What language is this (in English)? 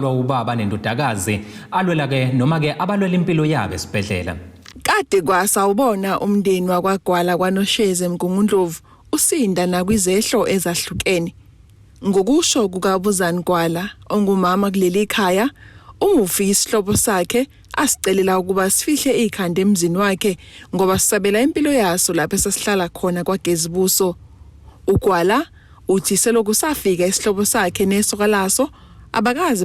Zulu